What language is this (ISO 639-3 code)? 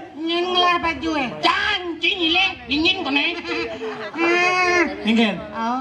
ban